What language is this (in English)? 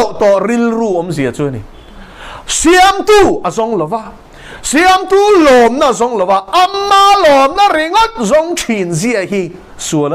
Mizo